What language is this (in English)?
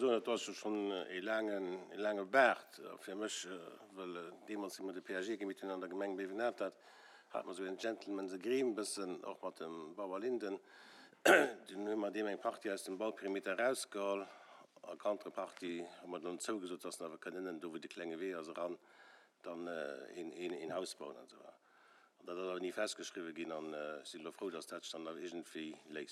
Luxembourgish